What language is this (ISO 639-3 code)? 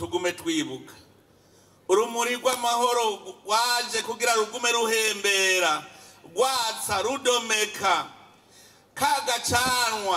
run